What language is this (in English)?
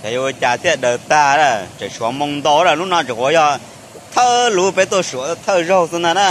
Hmong